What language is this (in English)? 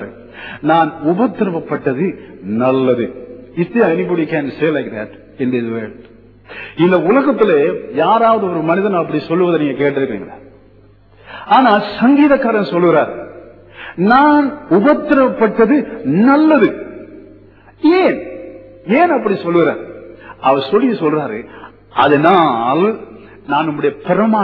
Tamil